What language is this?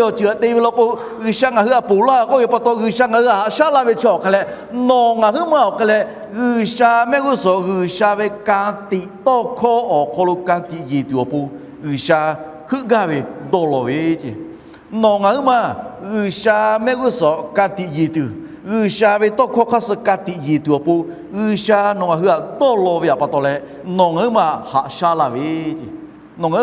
Lahu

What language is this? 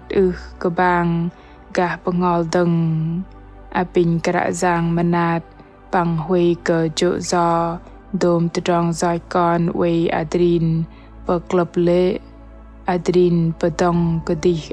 Bahnar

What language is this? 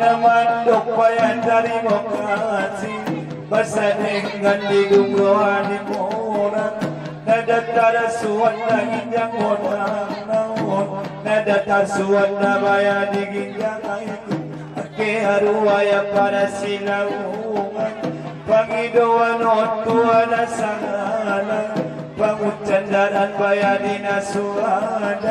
Batak Angkola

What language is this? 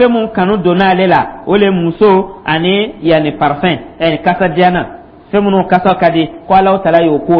Dyula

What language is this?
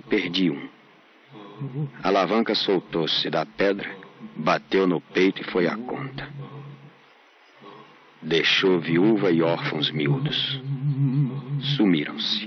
Portuguese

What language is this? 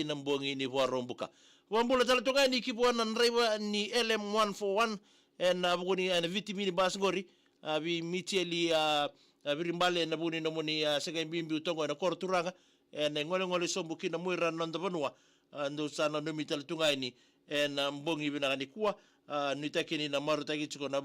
Fijian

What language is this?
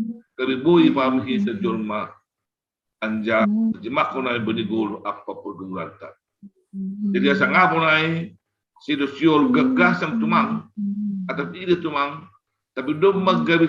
Batak Simalungun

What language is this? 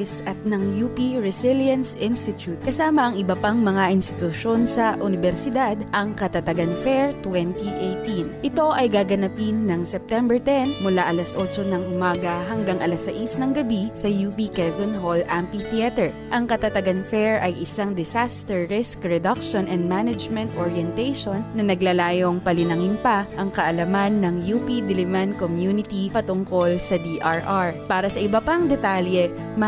Filipino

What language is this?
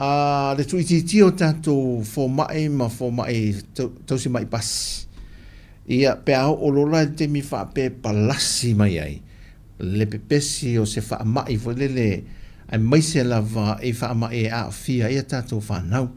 Samoan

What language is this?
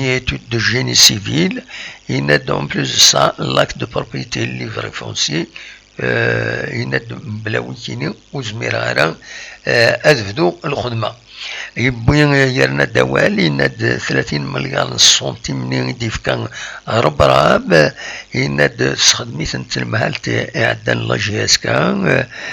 Kabyle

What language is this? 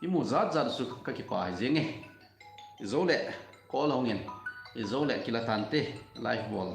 Thado Chin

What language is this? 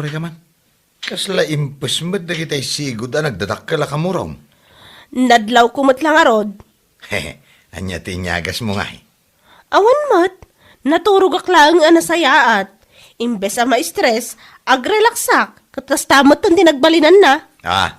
Iloko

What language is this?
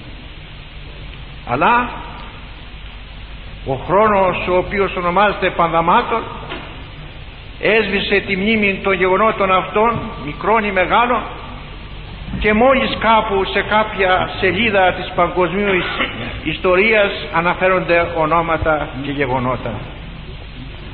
Greek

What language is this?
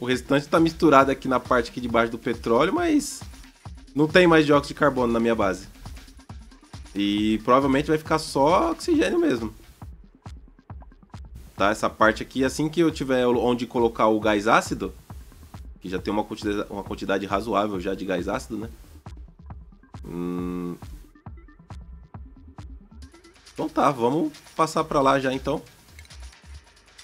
Portuguese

